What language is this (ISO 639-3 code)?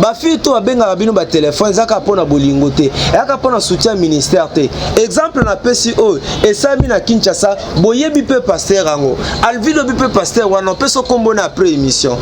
lin